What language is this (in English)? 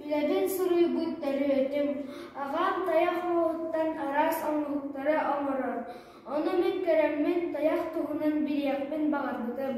Yakut